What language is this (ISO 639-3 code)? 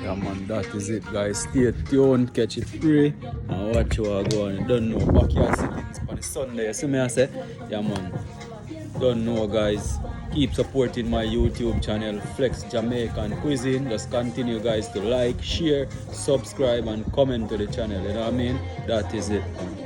jam